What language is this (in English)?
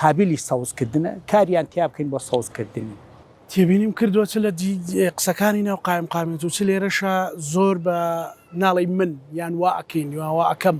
Central Kurdish